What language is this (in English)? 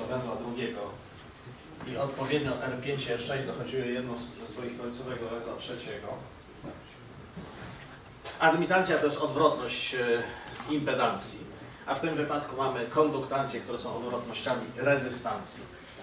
Polish